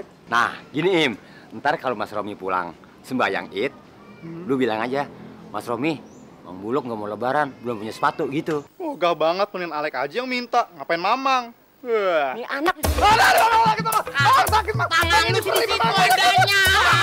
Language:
Betawi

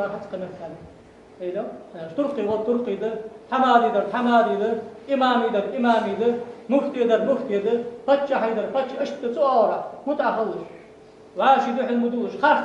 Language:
Ingush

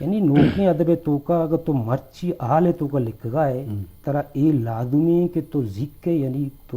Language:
Eastern Balochi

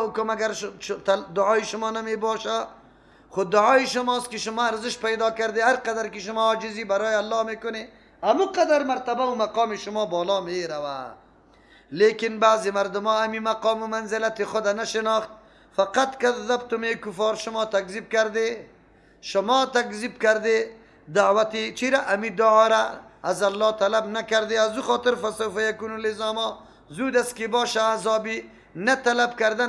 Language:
Persian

